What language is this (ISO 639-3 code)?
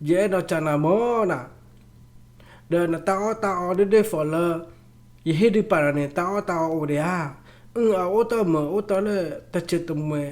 ksw